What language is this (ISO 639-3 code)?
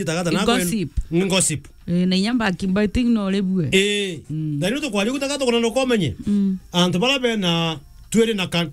mer